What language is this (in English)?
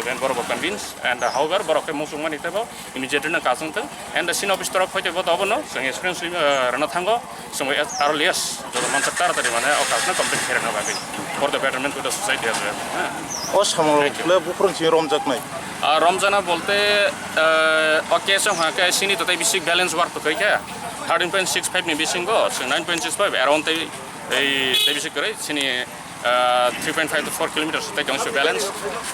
Kok Borok